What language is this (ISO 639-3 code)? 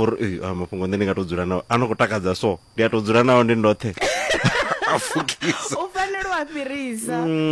ven